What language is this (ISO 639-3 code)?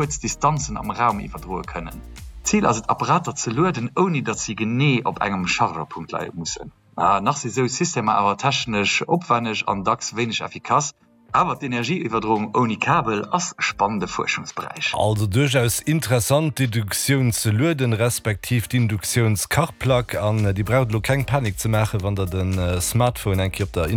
ltz